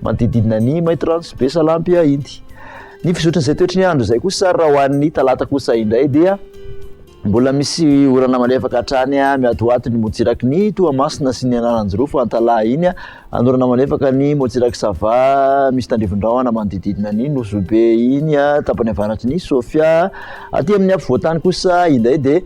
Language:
Malagasy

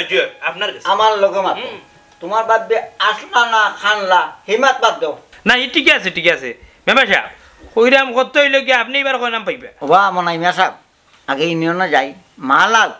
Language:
Sylheti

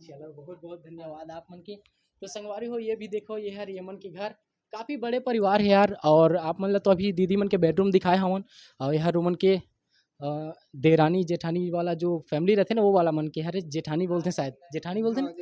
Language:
Chhattisgarhi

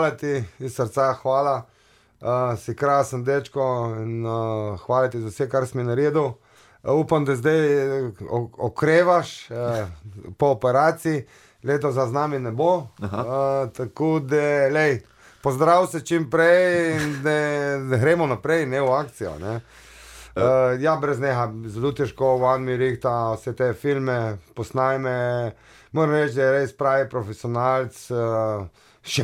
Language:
Slovenian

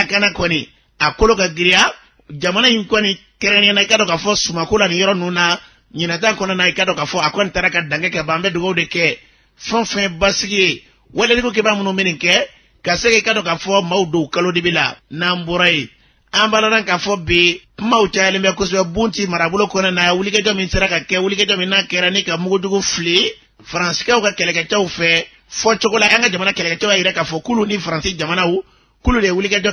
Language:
Bambara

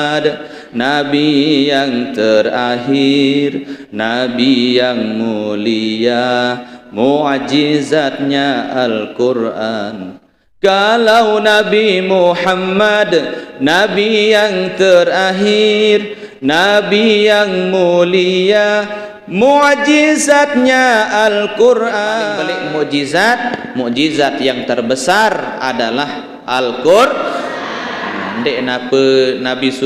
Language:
Sasak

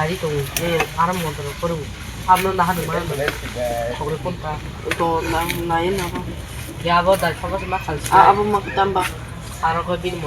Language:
Kok Borok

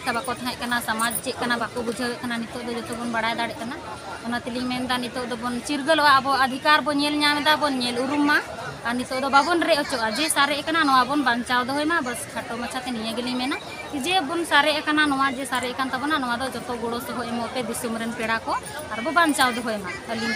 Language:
Santali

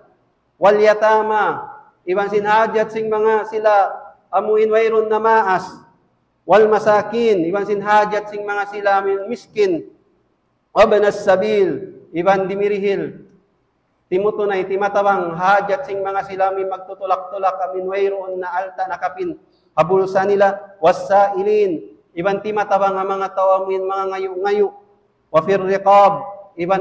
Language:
Tausug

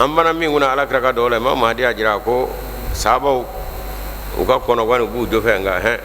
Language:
Bambara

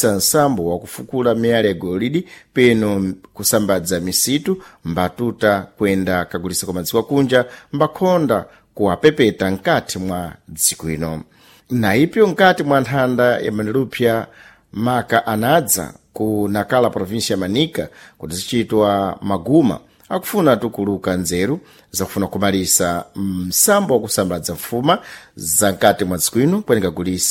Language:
Sena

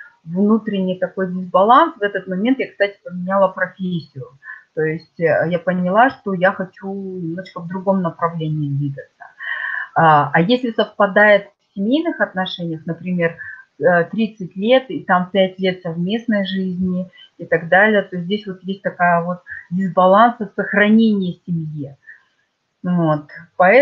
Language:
Russian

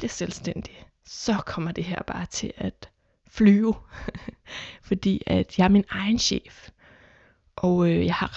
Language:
Danish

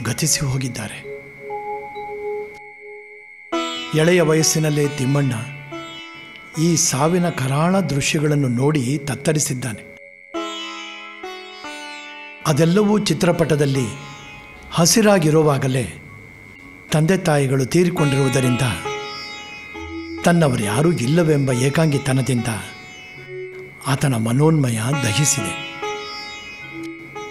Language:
Kannada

